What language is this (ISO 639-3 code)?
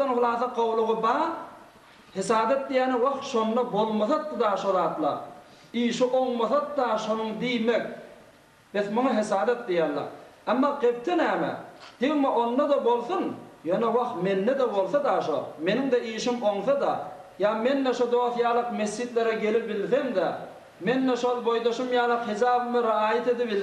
tuk